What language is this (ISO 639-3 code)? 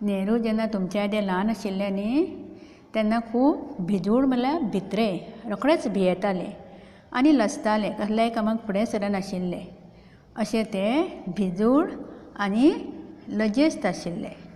kok